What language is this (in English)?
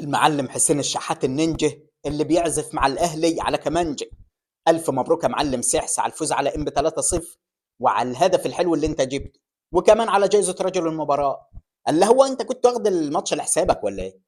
Egyptian Arabic